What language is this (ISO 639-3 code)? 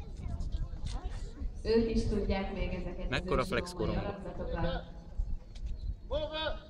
hun